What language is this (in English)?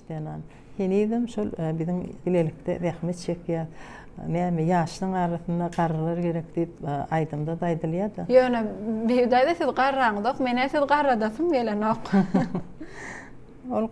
Turkmen